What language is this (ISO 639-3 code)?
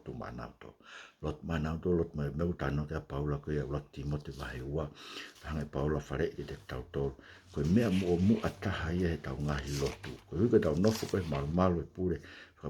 ton